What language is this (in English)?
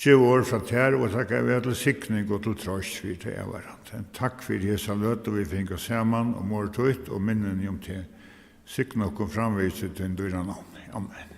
Faroese